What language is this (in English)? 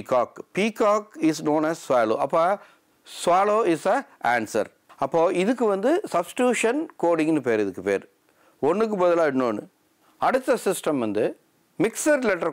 Tamil